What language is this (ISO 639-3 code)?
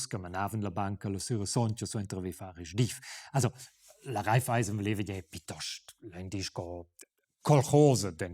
roh